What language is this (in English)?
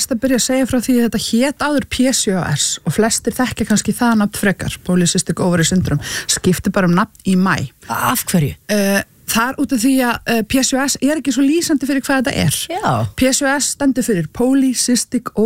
Icelandic